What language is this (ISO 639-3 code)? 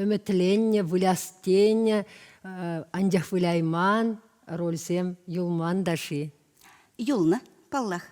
chv